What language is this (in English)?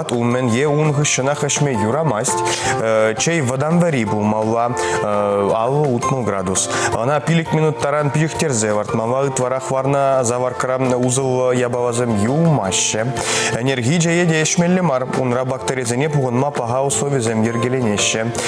Chuvash